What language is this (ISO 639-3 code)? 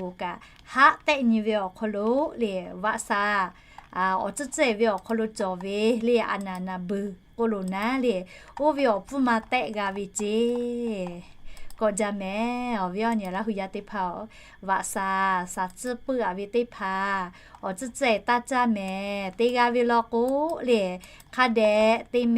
lhu